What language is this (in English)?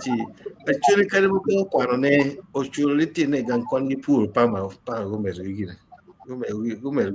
Acoli